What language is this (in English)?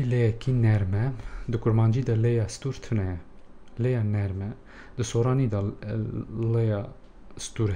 Kurdish